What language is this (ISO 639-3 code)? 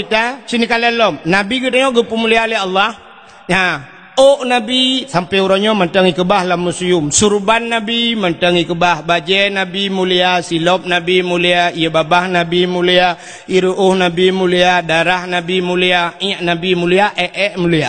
ace